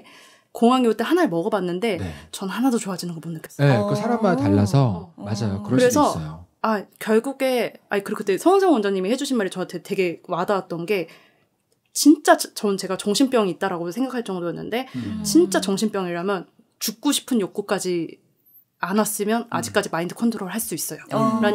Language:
Korean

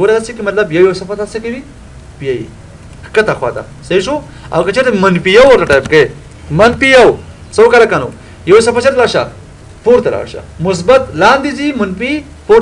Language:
Pashto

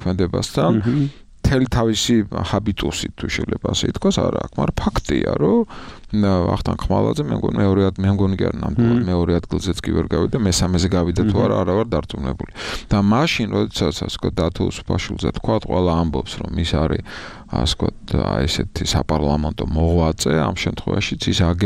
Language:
Georgian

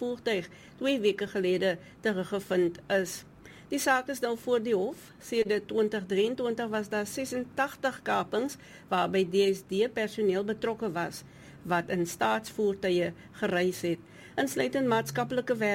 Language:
Afrikaans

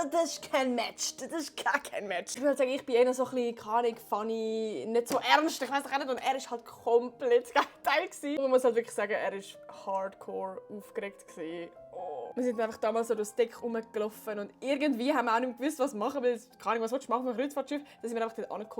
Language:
Swiss German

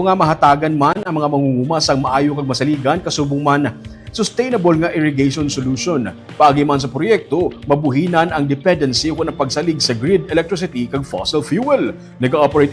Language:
Hiligaynon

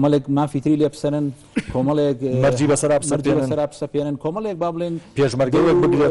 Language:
Central Kurdish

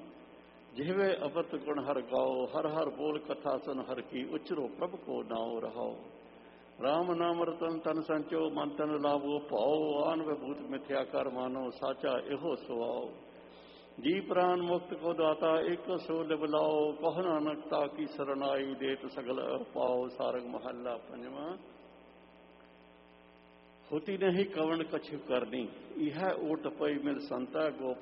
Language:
Punjabi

